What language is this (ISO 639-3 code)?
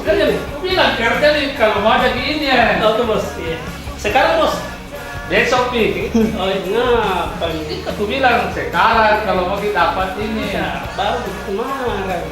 mfp